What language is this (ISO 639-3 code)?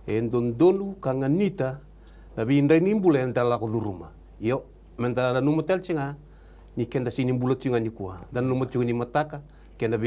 fij